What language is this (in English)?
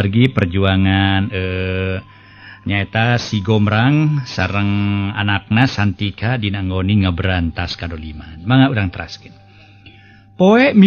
Sundanese